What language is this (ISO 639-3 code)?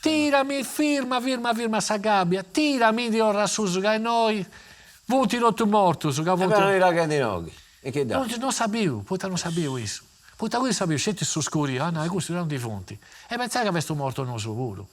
srd